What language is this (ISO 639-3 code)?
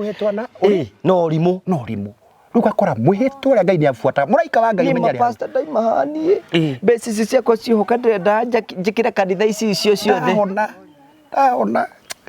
kik